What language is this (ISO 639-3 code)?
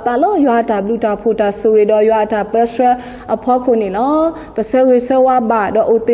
ksw